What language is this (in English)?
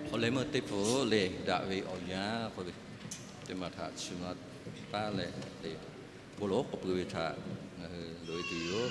Lahu